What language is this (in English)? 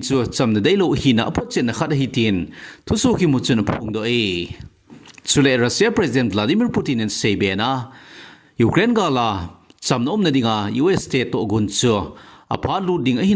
Thado Chin